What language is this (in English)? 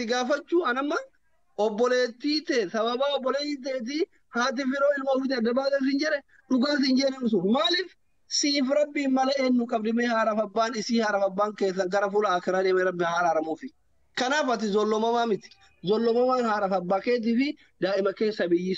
Oromo